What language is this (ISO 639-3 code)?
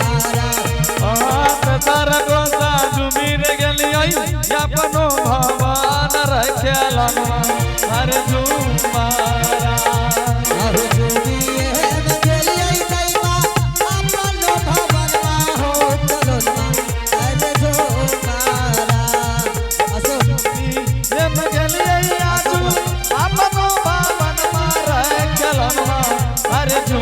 anp